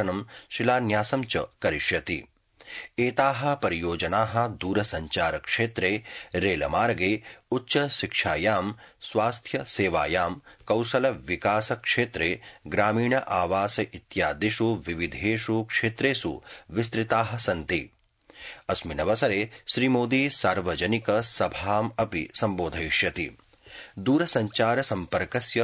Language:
Sanskrit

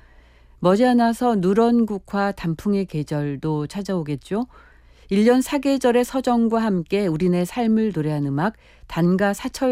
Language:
Korean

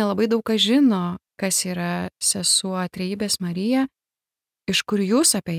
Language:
Lithuanian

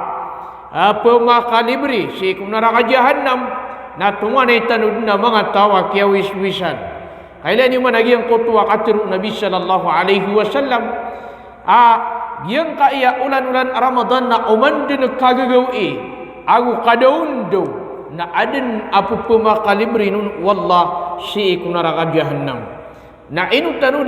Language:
Maranao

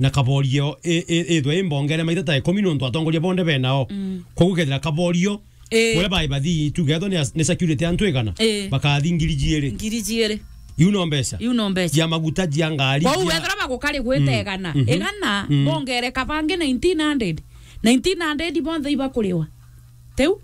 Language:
Meru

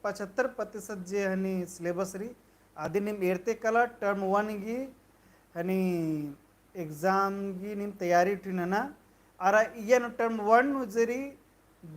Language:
Kurukh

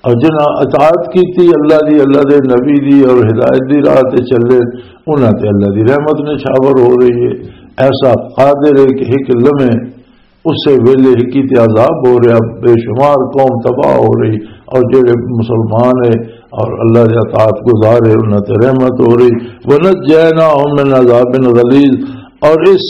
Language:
Western Panjabi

